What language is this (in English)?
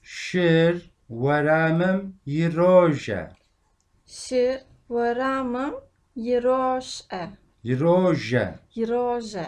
Kabardian